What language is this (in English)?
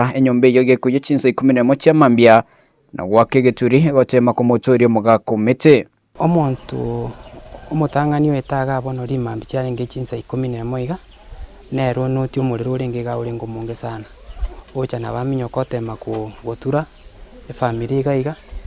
Gusii